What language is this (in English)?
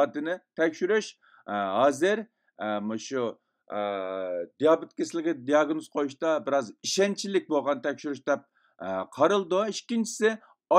Uyghur